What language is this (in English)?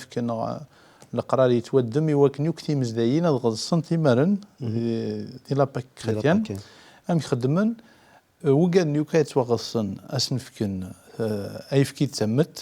Kabyle